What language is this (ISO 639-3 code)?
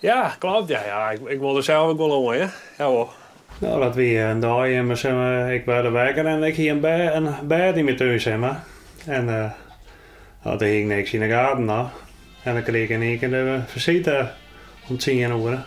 fry